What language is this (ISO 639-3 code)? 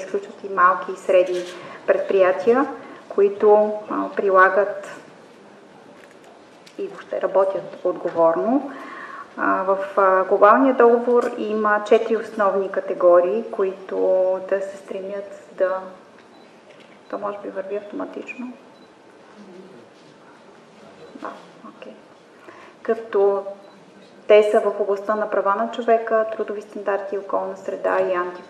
bul